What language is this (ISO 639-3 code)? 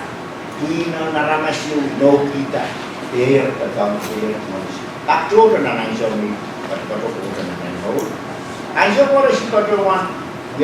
pon